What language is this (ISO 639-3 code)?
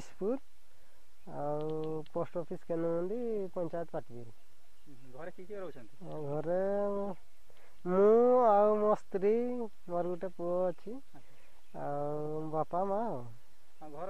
ori